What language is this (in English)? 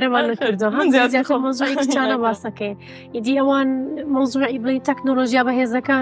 Central Kurdish